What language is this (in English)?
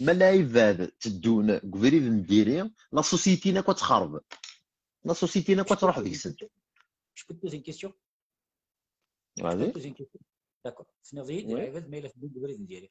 Kabyle